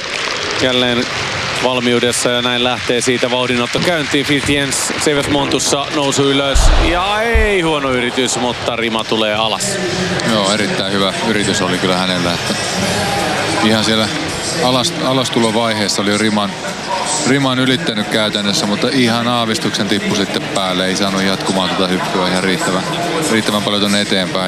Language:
Finnish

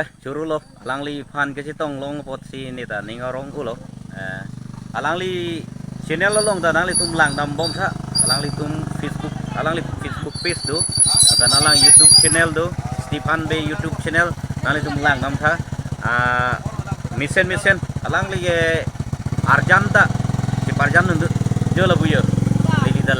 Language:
Karbi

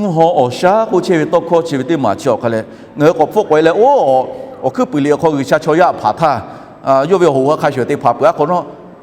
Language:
Lahu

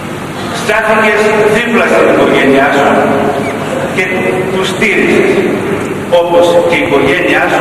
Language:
Greek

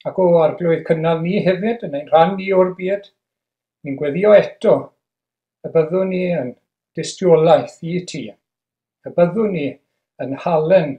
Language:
Welsh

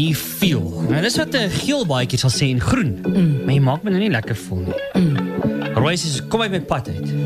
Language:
Afrikaans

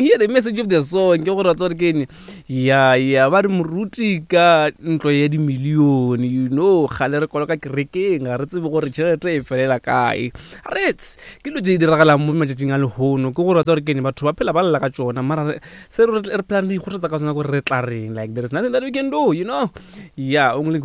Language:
Northern Sotho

